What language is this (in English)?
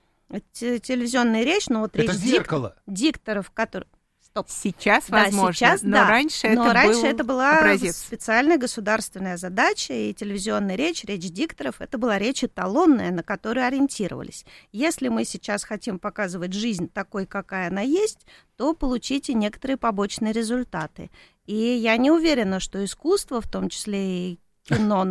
Russian